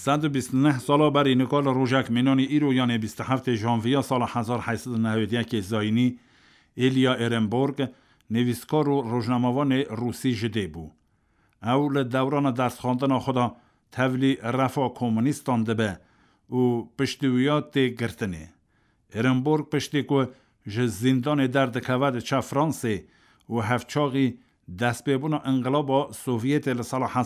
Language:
Kurdish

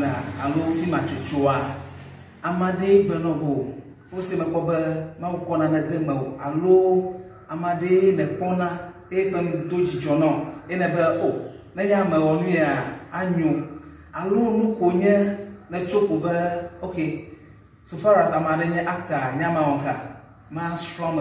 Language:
Ewe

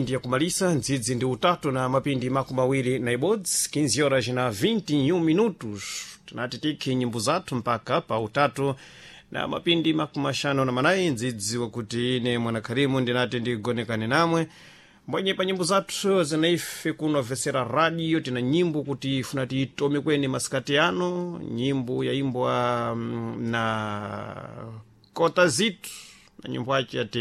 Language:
Sena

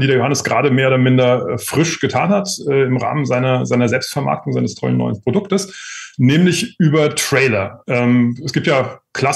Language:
German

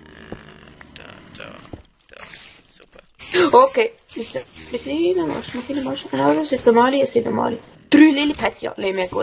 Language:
Swiss German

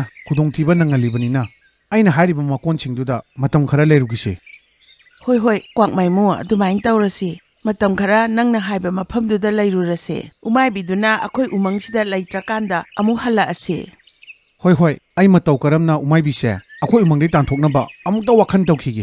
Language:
Manipuri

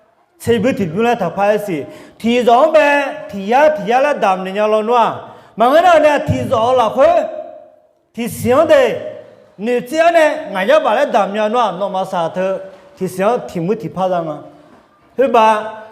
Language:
Akha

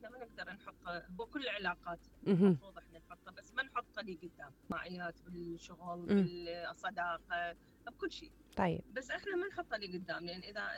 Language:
Mesopotamian Arabic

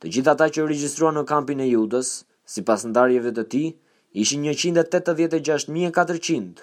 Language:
Albanian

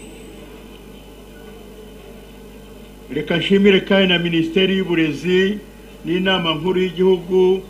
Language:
Kinyarwanda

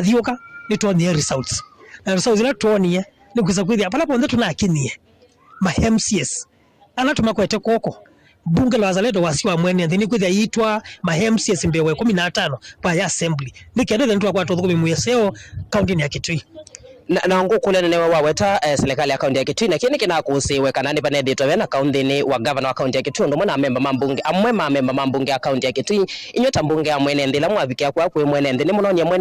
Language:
Kamba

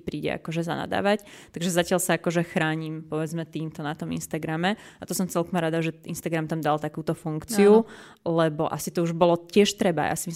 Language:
Slovak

